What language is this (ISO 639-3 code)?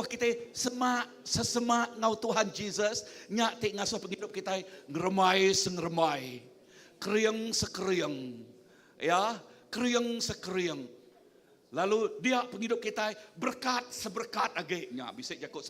iba